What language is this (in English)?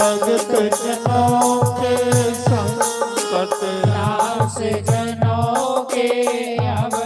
Dogri